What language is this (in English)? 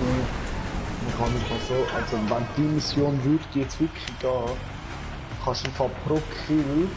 Swiss German